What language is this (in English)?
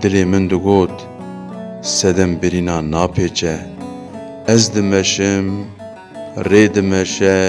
Kurdish